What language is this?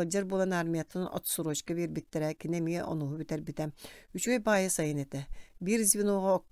Yakut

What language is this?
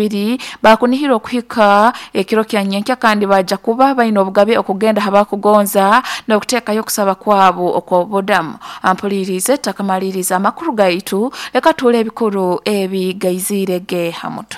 Nyoro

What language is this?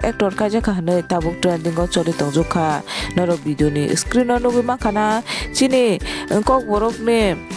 Kok Borok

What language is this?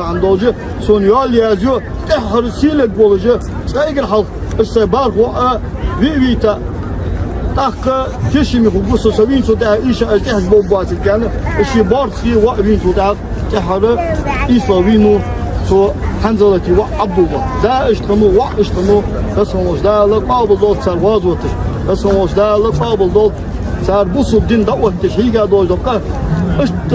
Ingush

